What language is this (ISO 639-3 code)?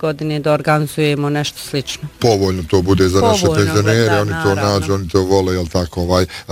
bos